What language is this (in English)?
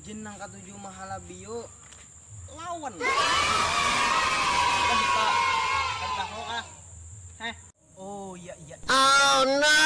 Banjar